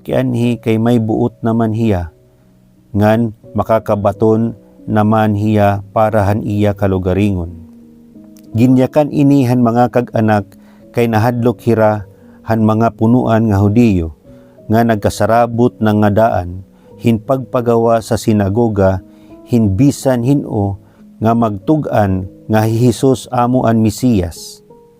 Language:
Waray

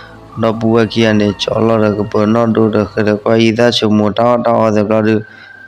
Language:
S'gaw Karen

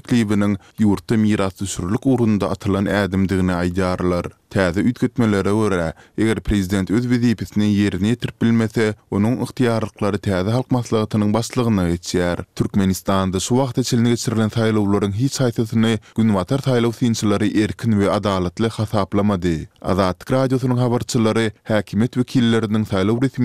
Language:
Turkmen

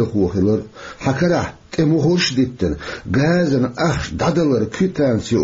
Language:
Chechen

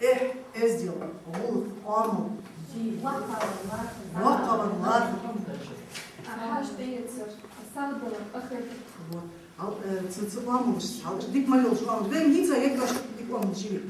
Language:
Ingush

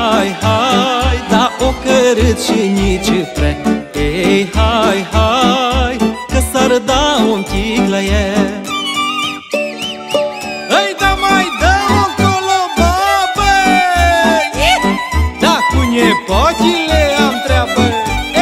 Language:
Romanian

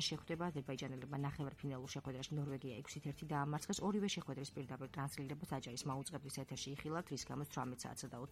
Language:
Georgian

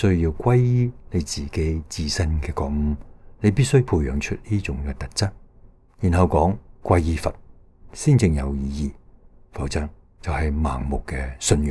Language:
Cantonese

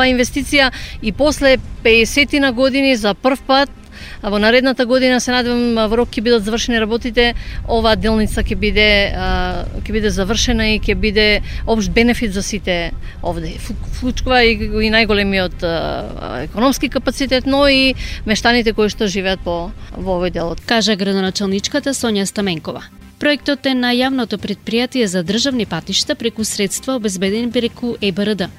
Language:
Macedonian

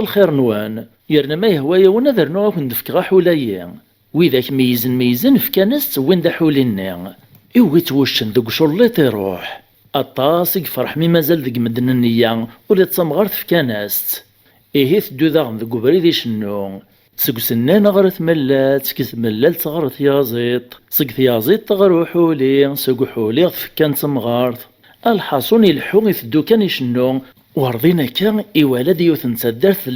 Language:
Kabyle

